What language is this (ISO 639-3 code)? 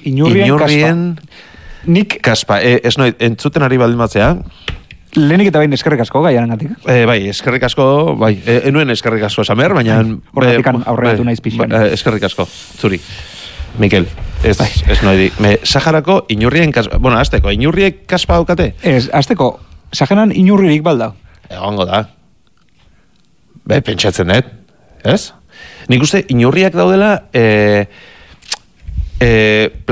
eus